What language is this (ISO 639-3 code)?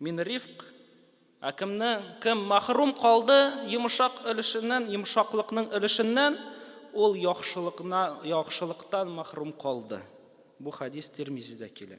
tat